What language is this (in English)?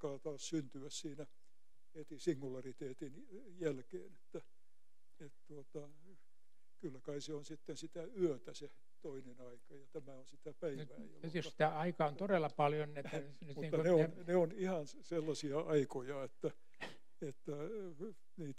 Finnish